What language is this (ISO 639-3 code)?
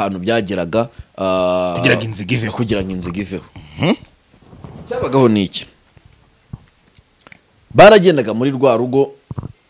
kin